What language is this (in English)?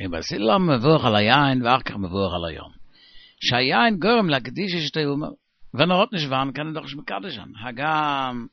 Yiddish